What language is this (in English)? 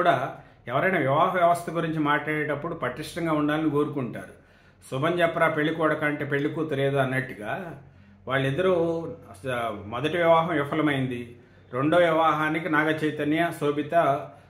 Telugu